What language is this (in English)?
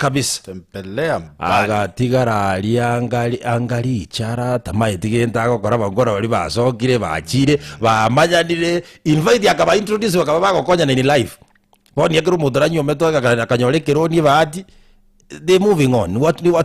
Gusii